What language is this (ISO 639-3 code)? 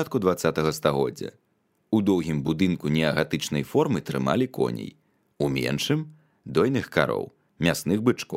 bel